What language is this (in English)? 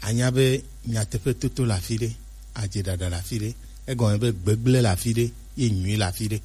Gen